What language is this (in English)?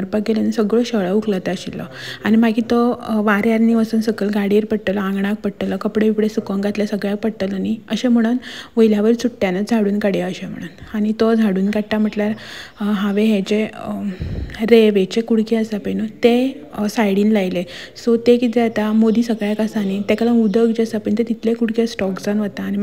Konkani